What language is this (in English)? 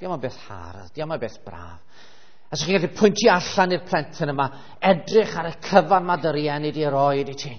Welsh